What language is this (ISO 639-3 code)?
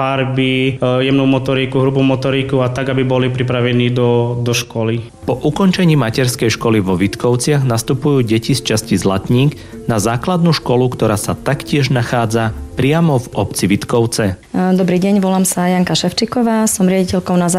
slk